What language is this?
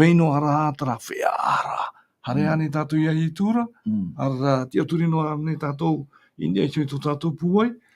Tahitian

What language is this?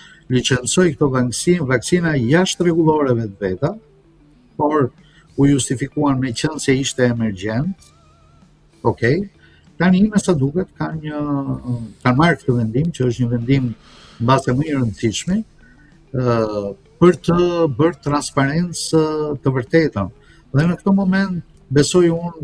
Albanian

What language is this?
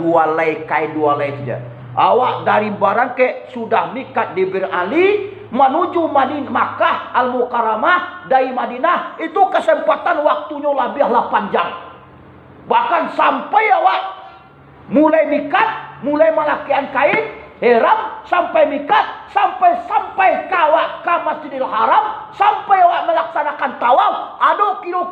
Minangkabau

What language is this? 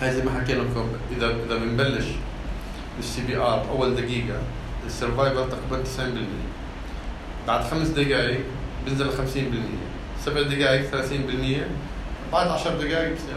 North Levantine Arabic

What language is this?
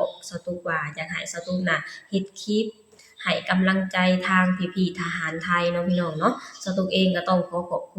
Lao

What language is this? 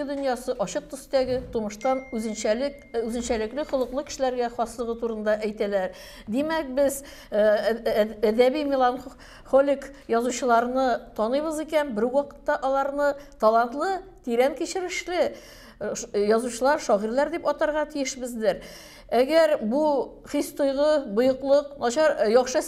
Tatar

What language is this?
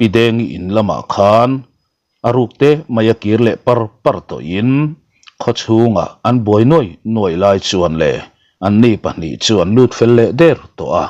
Mizo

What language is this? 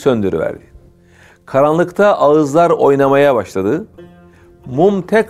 Turkish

